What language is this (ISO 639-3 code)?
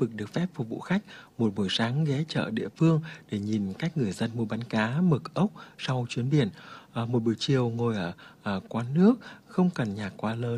vie